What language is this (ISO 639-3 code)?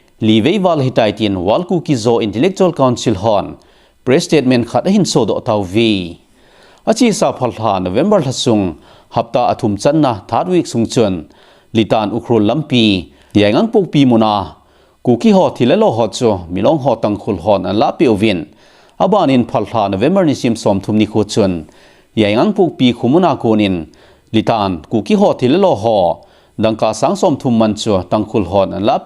tcz